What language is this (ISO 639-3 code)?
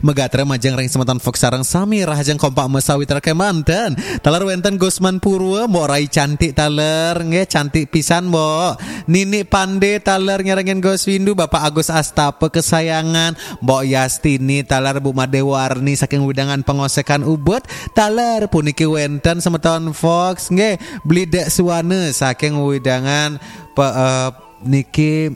ban